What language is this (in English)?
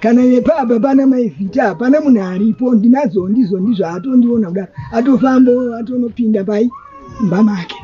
Shona